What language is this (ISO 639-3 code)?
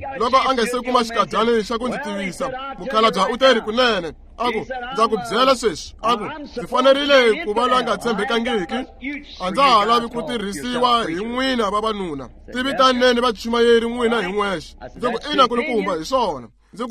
tso